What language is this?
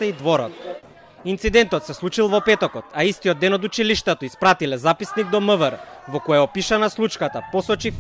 Macedonian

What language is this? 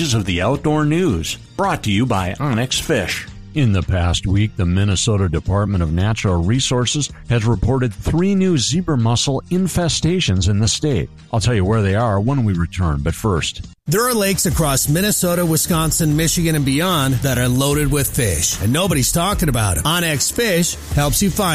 English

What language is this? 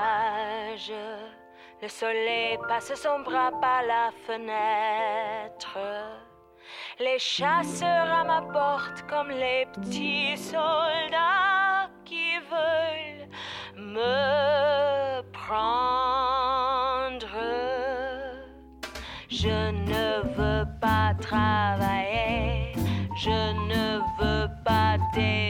French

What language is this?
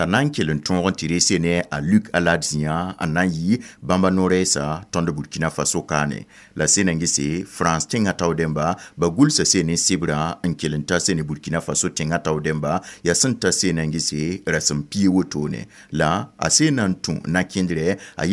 Mossi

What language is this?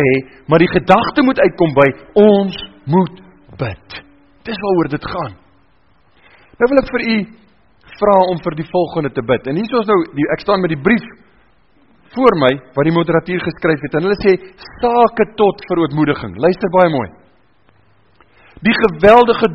Afrikaans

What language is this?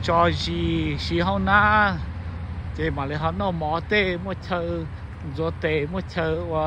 Hmong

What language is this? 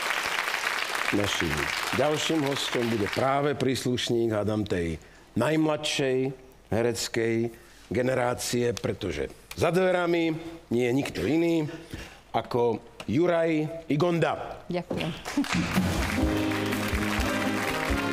Slovak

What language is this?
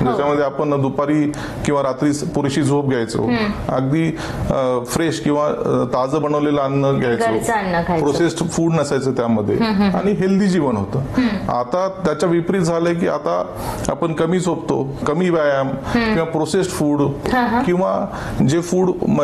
Marathi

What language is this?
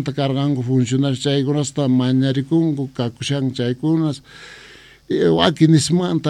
Quechua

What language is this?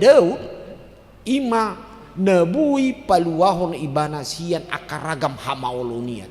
Batak Toba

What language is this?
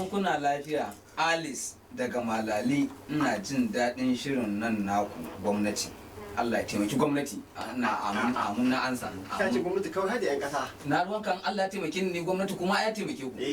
Hausa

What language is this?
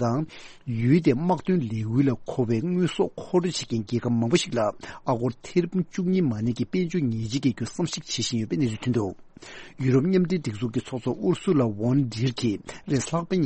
Tibetan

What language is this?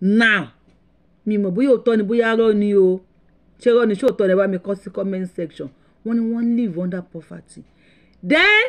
Yoruba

